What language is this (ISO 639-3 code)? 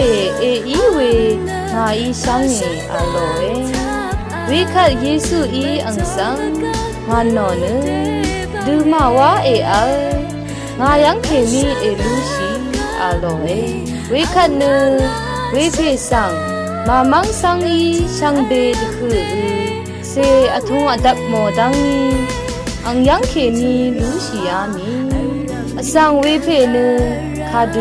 raw